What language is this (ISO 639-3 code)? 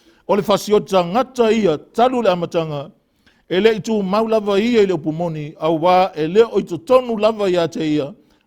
smo